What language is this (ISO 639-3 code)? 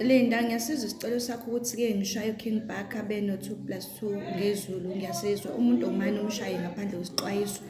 zul